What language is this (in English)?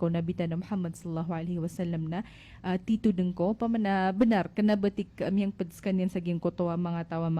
Maranao